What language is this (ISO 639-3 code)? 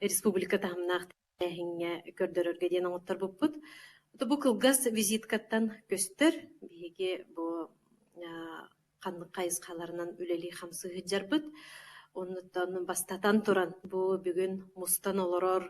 sah